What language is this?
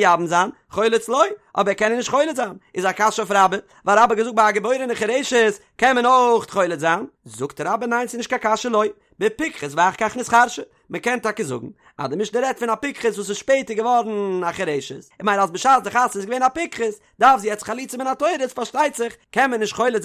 Yiddish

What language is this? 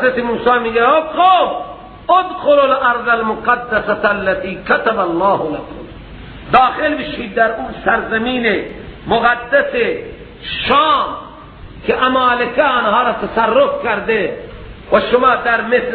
Persian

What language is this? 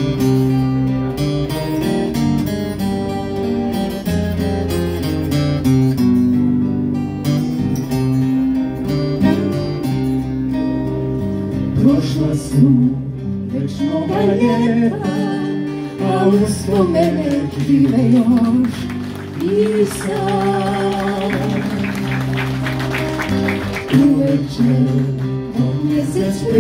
Croatian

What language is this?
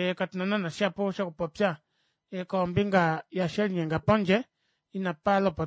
Kuanyama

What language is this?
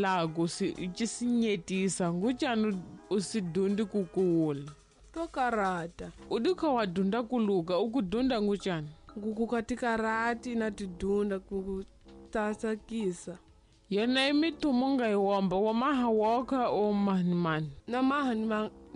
Tsonga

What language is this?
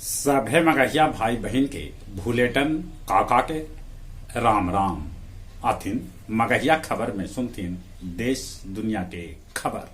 Magahi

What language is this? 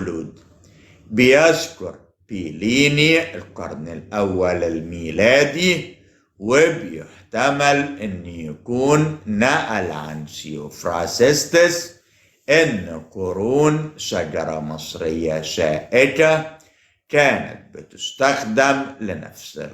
Egyptian Arabic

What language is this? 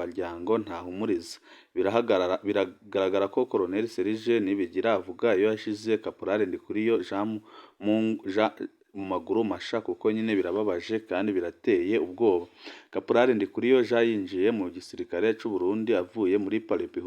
Rundi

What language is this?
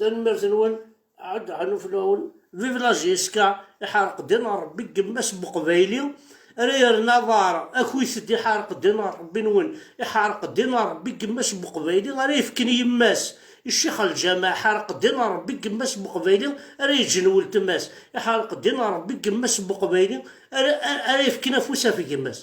Kabyle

